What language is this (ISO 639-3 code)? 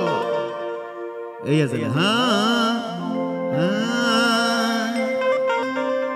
bho